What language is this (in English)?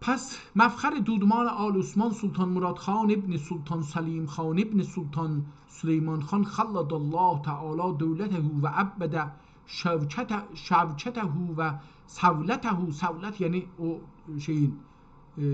South Azerbaijani